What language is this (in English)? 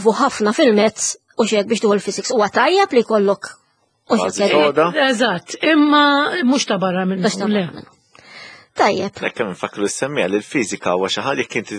Maltese